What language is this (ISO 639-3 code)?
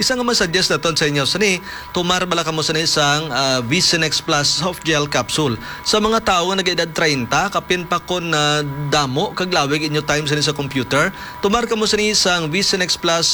hil